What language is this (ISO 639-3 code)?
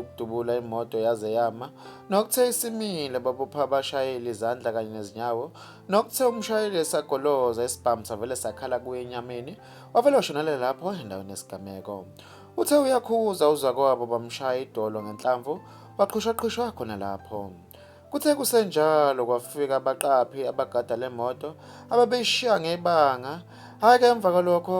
zul